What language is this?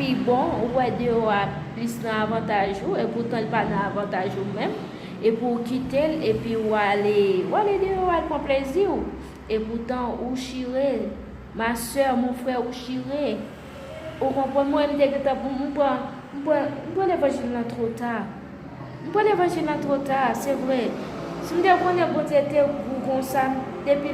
Haitian Creole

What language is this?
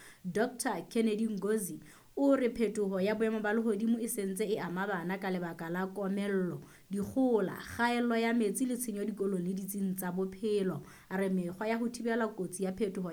Southern Sotho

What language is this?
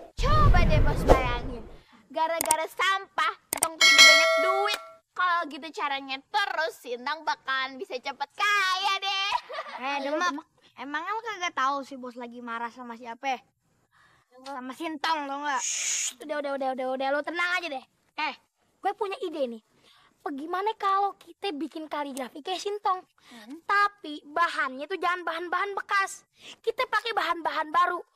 Betawi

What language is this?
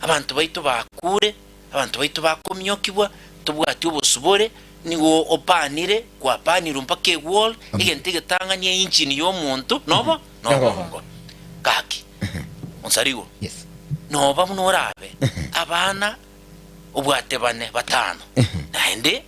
Gusii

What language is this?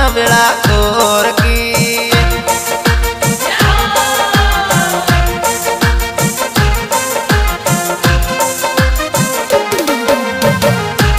Rajasthani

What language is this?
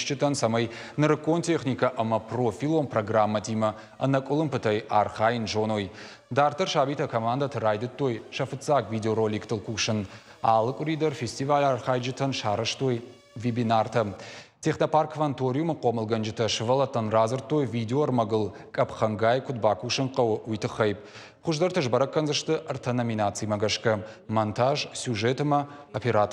Ossetic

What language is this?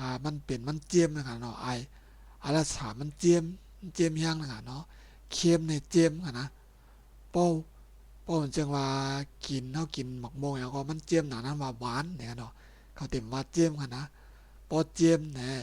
Shan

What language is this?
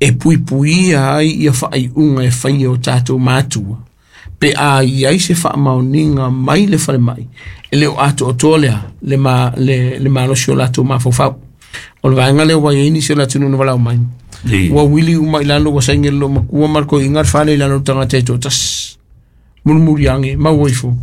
Samoan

